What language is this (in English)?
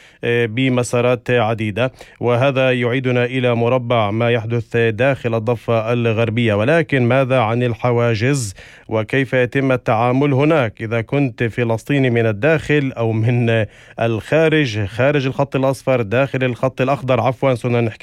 North Levantine Arabic